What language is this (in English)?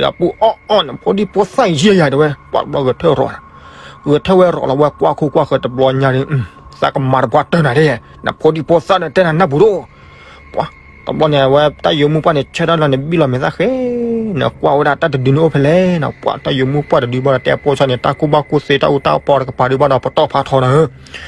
S'gaw Karen